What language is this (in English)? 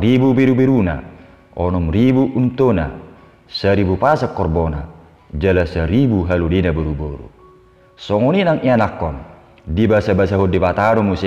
Batak Toba